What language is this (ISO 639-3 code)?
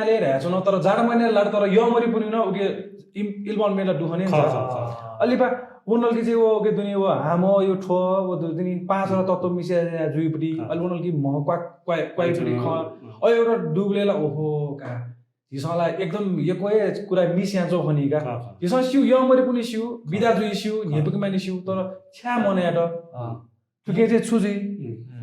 new